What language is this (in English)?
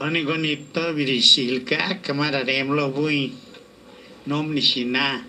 Lachiguiri Zapotec